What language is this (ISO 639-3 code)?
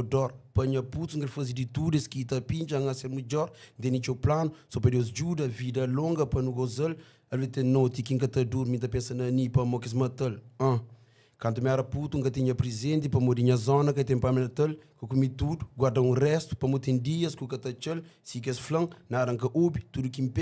kea